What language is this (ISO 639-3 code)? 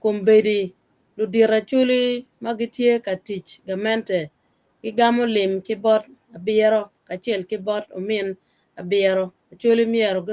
ach